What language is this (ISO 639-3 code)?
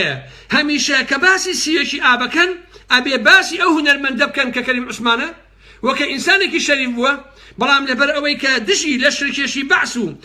ckb